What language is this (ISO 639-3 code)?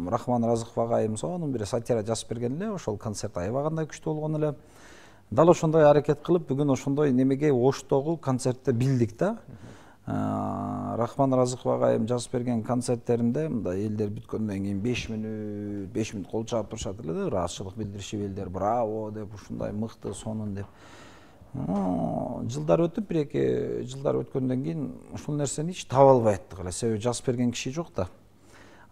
kir